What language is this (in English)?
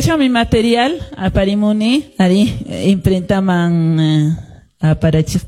Quechua